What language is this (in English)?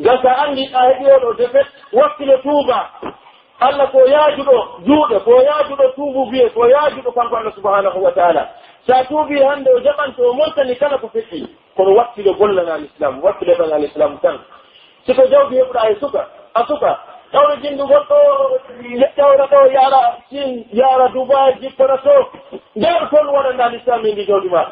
Pular